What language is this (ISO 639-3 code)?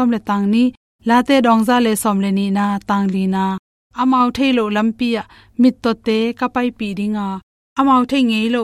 ctd